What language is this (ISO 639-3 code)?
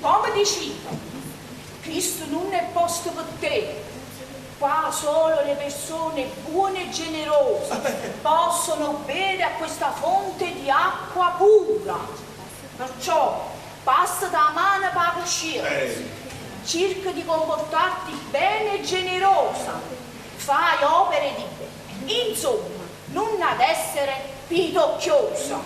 nap